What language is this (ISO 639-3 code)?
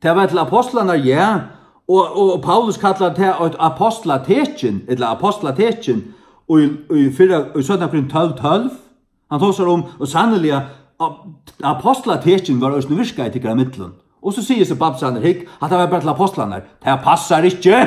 fao